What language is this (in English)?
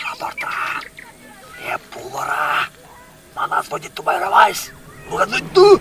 Chuvash